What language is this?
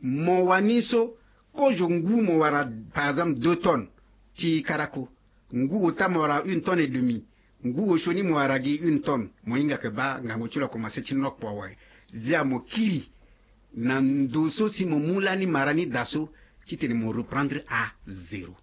Sango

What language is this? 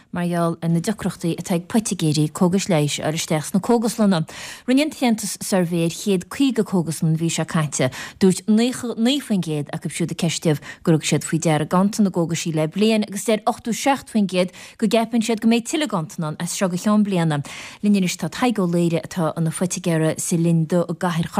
Irish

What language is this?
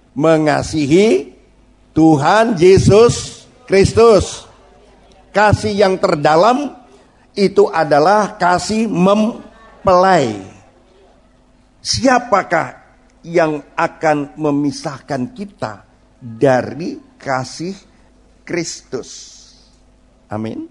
Indonesian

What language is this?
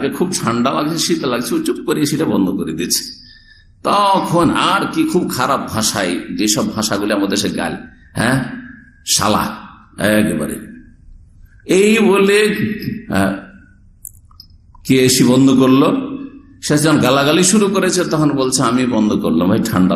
Bangla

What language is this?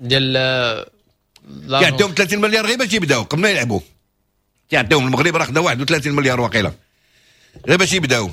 Moroccan Arabic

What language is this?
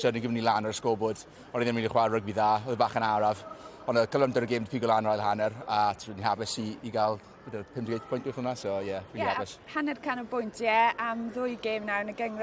Welsh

